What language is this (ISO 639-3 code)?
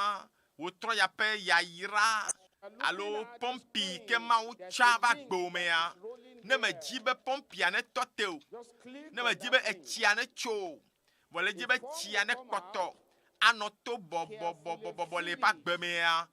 ewe